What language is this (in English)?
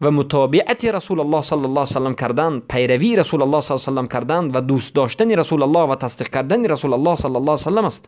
Tajik